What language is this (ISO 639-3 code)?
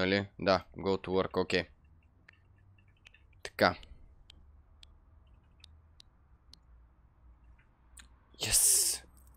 bul